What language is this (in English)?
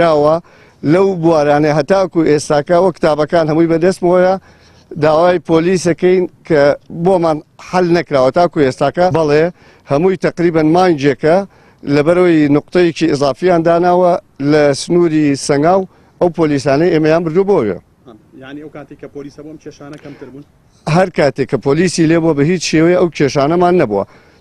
Central Kurdish